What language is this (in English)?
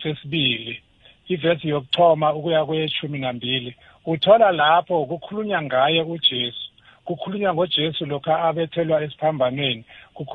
South Ndebele